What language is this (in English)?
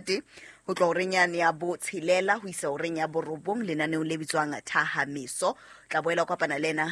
Southern Sotho